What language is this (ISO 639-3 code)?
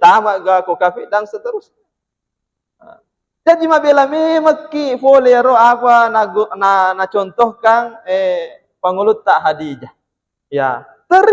bug